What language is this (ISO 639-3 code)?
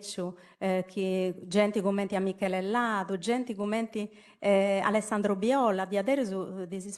srd